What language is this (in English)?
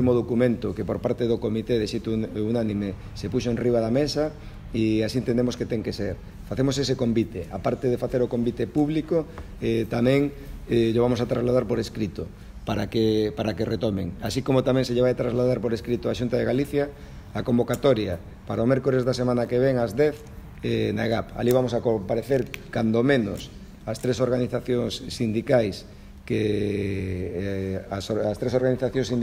Galician